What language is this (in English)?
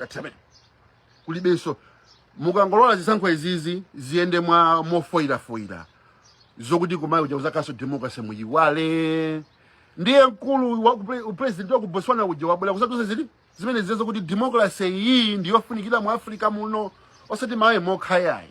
Nyanja